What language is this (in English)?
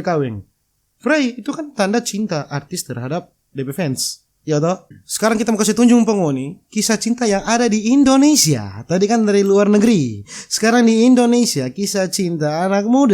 Manado Malay